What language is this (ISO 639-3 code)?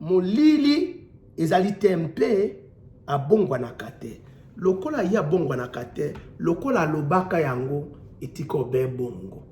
lin